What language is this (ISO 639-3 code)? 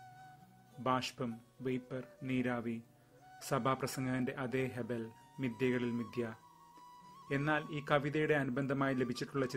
mal